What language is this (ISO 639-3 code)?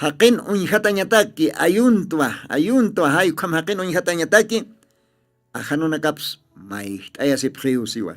aym